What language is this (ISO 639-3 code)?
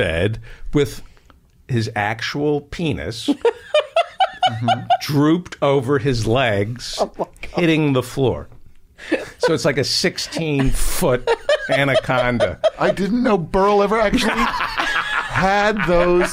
eng